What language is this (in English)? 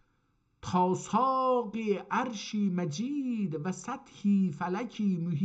South Azerbaijani